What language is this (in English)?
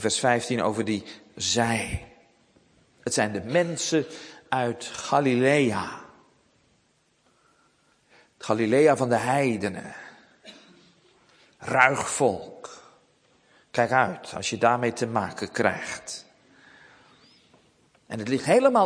Dutch